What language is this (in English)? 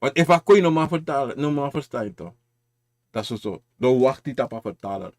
Sranan Tongo